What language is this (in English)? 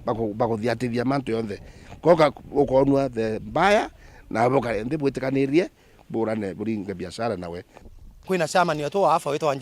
Meru